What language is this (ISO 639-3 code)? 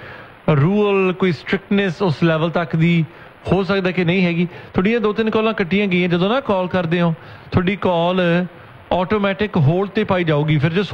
pan